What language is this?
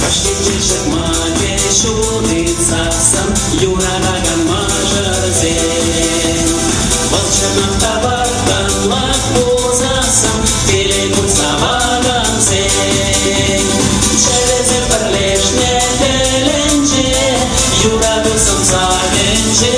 Chuvash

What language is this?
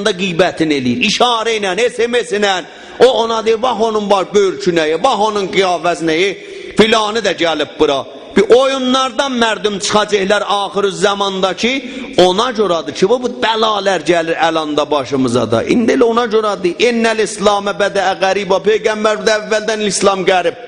South Azerbaijani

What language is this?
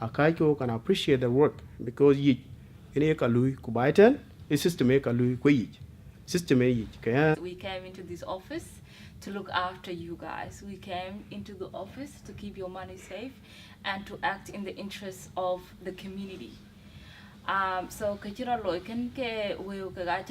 Dinka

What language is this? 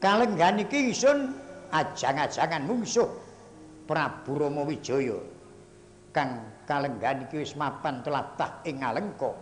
Javanese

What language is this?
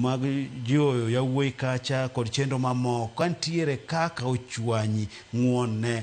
Luo (Kenya and Tanzania)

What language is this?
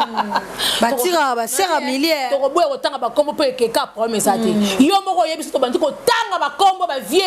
Lingala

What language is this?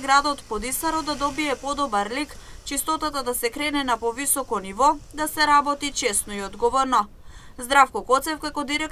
Macedonian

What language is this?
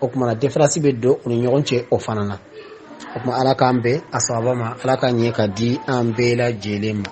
Bambara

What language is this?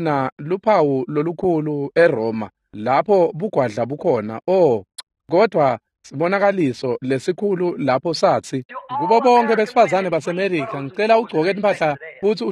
Swati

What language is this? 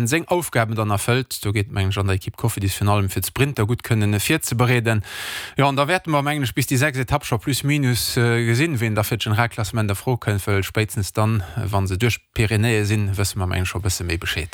Luxembourgish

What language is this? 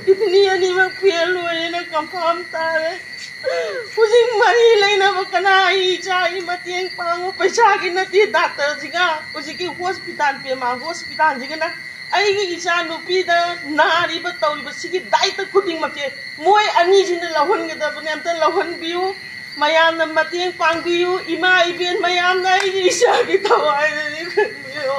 Manipuri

